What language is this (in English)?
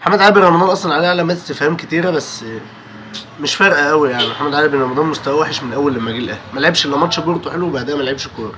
Egyptian Arabic